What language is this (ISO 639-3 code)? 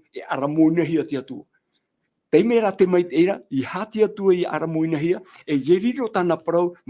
tah